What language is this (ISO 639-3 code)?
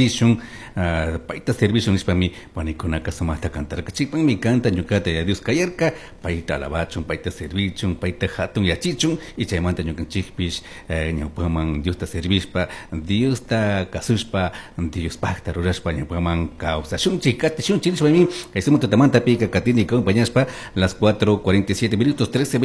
qug